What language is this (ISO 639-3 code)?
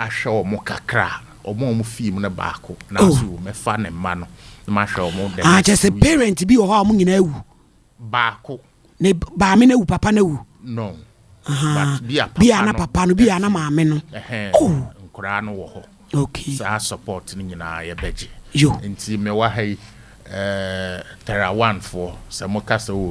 aka